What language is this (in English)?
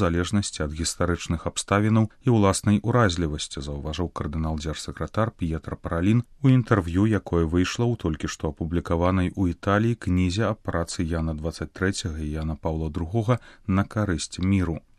Belarusian